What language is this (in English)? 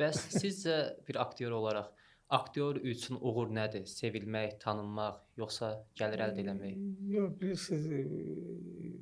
Azerbaijani